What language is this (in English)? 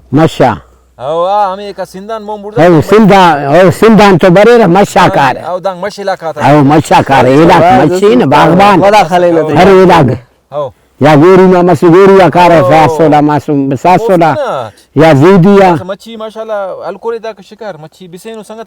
Brahui